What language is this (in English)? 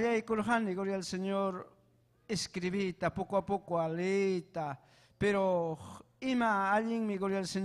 Ayacucho Quechua